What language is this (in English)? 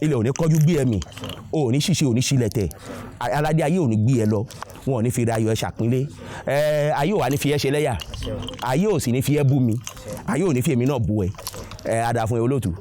Yoruba